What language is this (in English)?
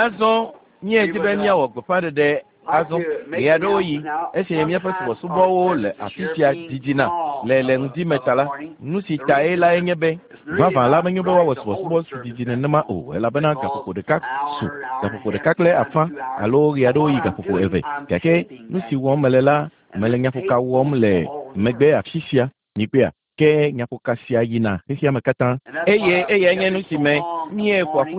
Ewe